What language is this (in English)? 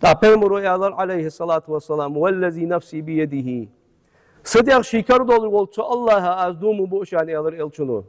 Ingush